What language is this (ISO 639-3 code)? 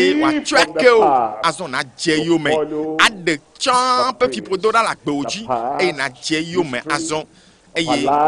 ewe